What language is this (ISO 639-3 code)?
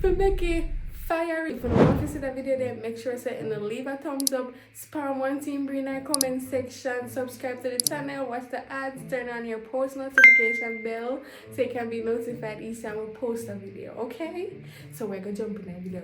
jam